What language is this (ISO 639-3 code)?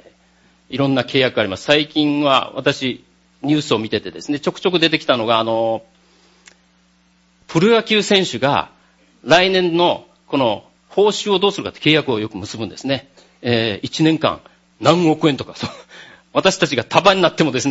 jpn